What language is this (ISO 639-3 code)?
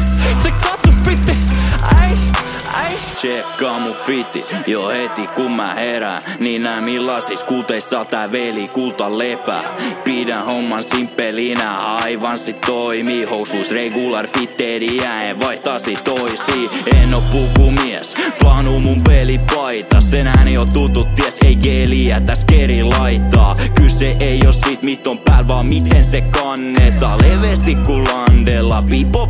fin